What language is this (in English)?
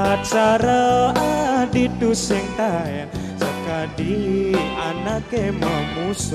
Balinese